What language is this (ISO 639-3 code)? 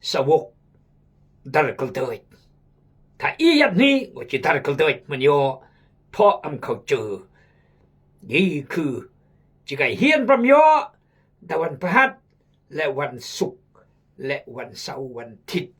kjg